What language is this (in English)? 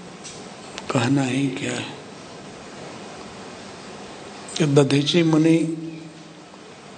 Hindi